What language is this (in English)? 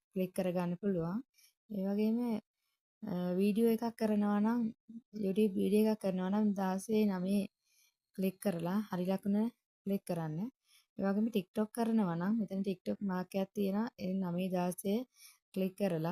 Sinhala